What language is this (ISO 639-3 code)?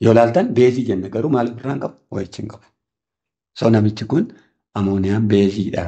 orm